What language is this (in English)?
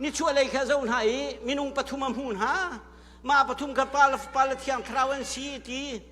Hakha Chin